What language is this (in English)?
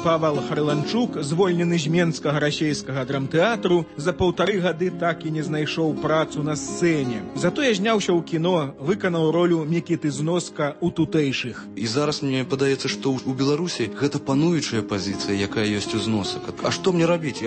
Belarusian